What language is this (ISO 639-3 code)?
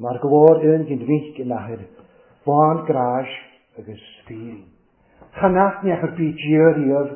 cym